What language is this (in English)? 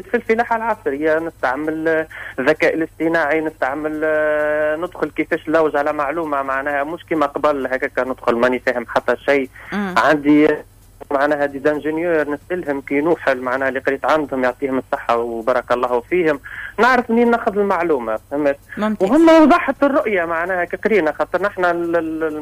Tunisian Arabic